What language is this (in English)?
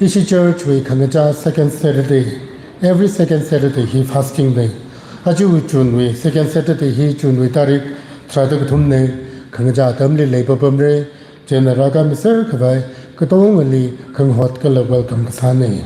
Tangkhul Naga (India)